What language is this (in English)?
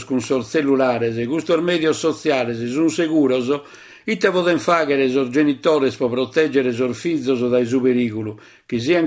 Sardinian